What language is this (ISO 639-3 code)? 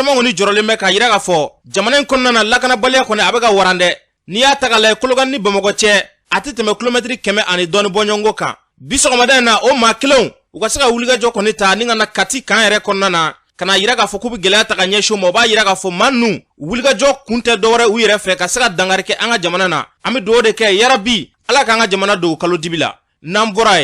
bam